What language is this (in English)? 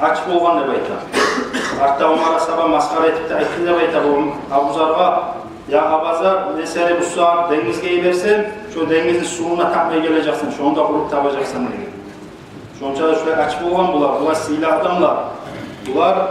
Kumyk